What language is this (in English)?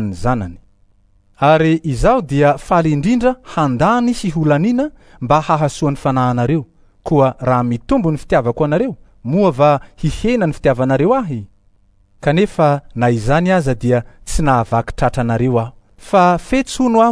Malagasy